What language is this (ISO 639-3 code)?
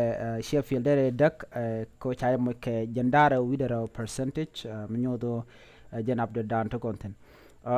nus